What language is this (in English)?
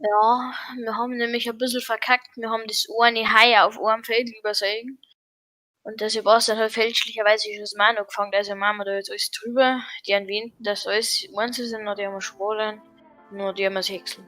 Bavarian